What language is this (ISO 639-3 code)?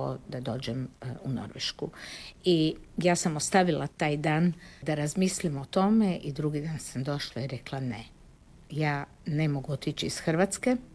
hrv